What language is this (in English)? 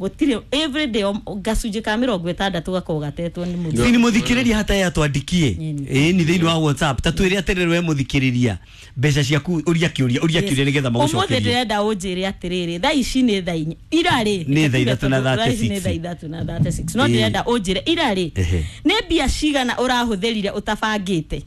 Kikuyu